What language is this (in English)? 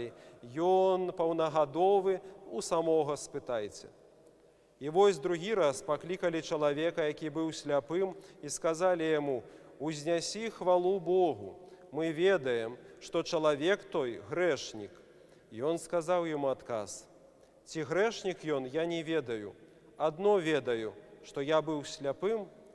Belarusian